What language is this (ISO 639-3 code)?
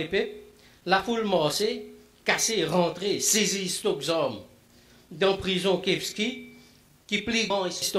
mfe